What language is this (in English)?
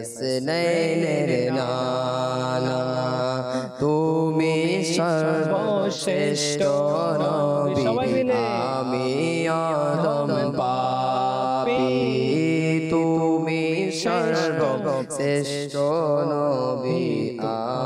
Bangla